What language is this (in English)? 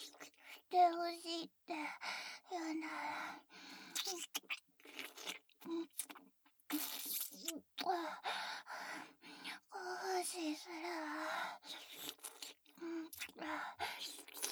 Japanese